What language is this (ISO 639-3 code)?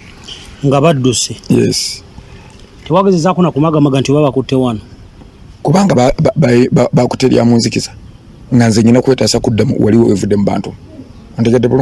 lug